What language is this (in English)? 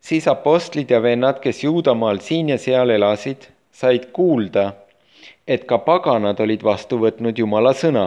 Estonian